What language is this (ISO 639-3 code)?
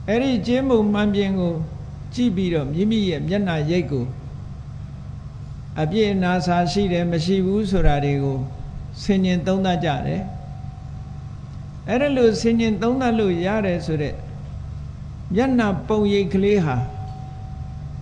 mya